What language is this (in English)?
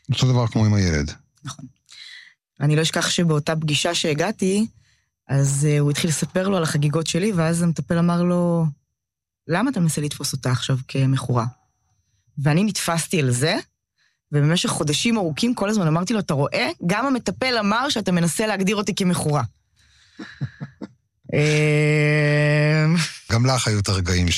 Hebrew